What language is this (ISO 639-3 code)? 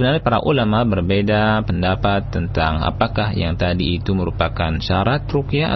ind